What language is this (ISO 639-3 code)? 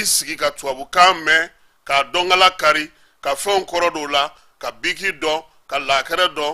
bam